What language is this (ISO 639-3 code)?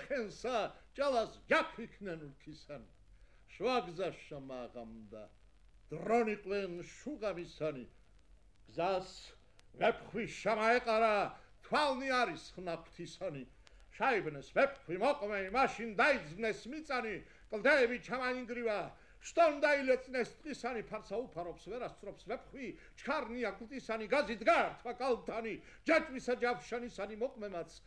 kat